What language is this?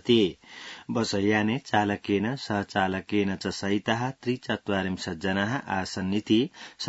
Sanskrit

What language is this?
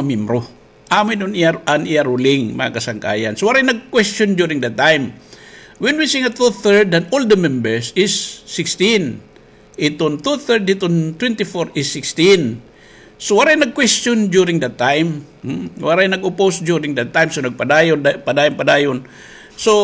Waray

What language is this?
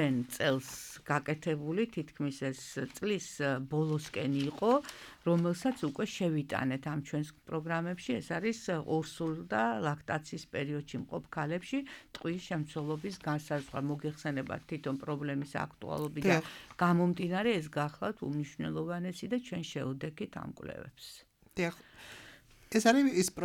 Georgian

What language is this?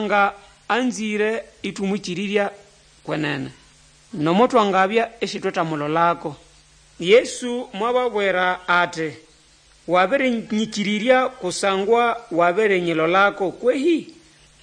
Nande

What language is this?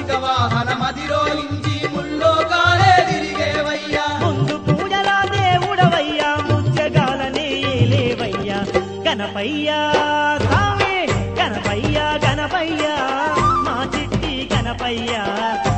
Telugu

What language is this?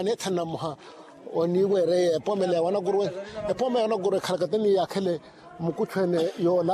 Makhuwa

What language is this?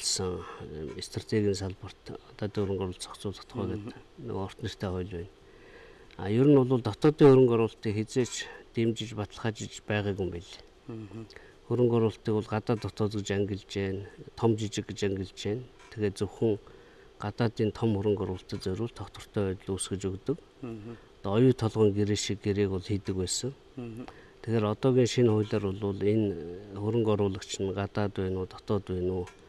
Mongolian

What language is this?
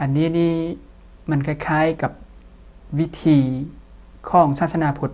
Lao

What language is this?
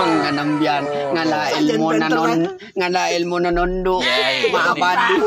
Madurese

